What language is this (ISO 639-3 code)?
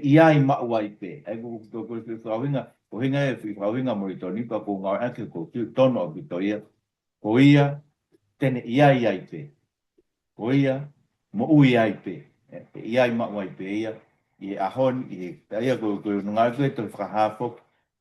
ton